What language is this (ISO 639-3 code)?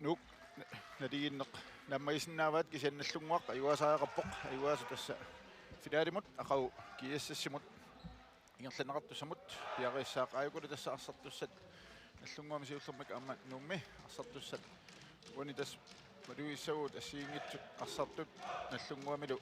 kal